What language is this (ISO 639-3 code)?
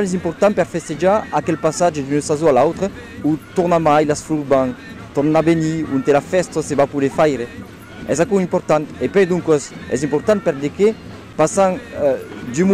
oci